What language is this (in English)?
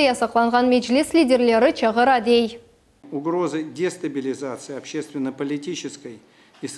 Crimean Tatar